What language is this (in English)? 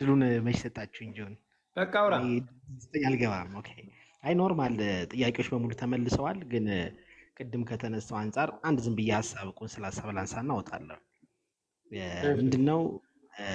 Amharic